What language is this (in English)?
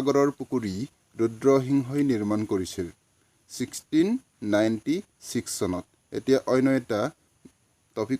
Assamese